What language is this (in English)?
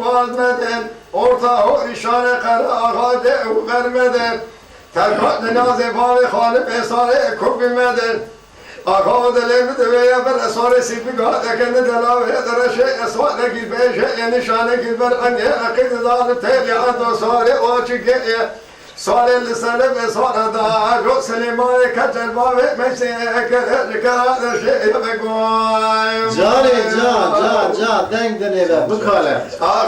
Kurdish